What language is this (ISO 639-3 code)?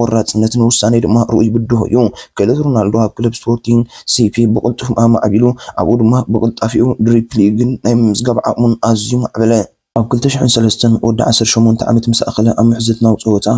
tir